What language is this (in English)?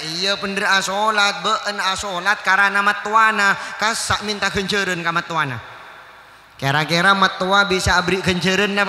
Madurese